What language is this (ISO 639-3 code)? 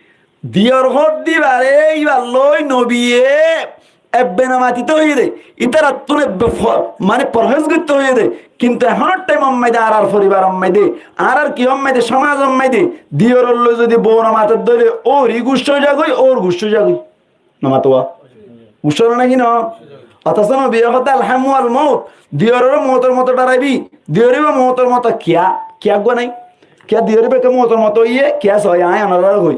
rhg